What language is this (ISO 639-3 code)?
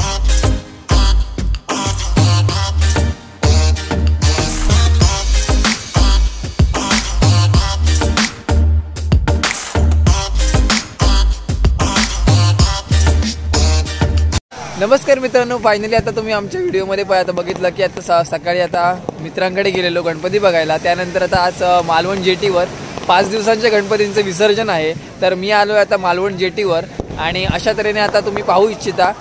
mar